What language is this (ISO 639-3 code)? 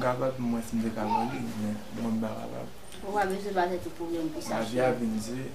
hat